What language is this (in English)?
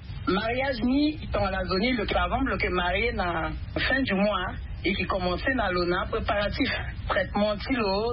Sango